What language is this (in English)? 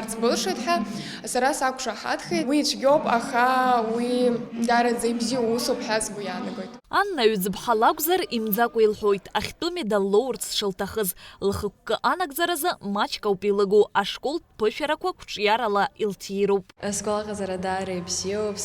Abkhazian